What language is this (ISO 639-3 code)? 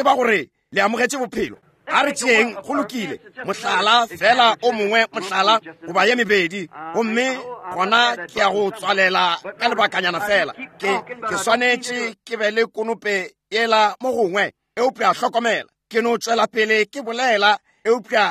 nso